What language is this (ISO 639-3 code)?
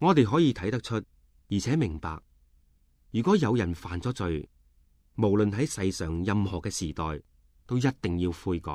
yue